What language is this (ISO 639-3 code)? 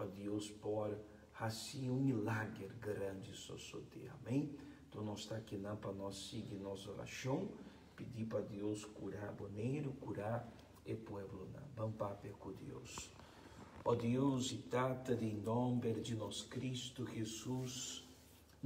pap